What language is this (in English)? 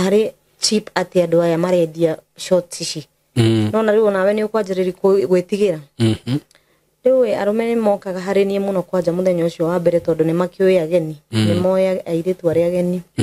Kikuyu